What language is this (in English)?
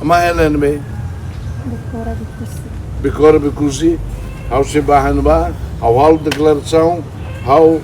Tetum